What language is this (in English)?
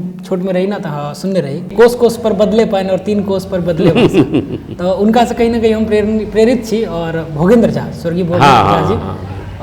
Maithili